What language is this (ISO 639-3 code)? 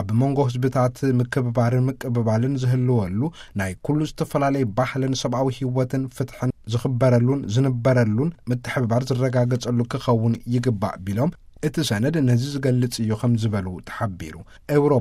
tir